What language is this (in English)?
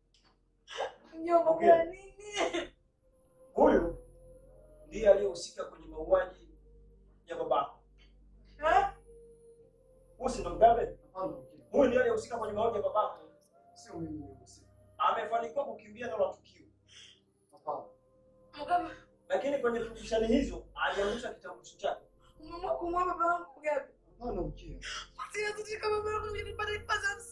Swahili